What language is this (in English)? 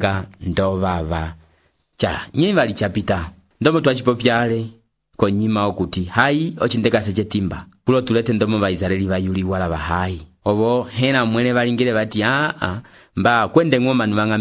Umbundu